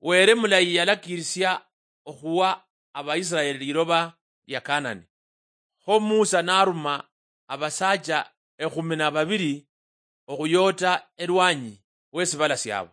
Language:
Luyia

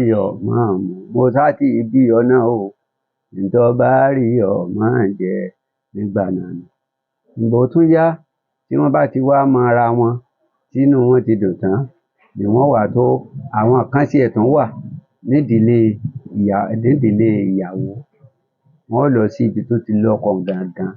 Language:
Yoruba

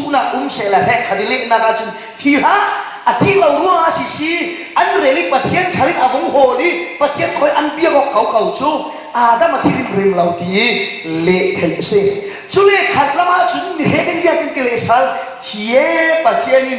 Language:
Falam Chin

